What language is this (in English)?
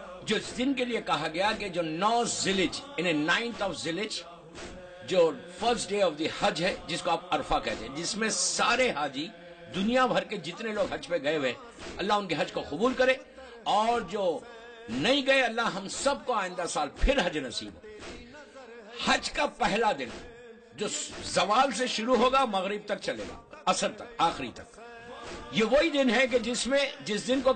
Urdu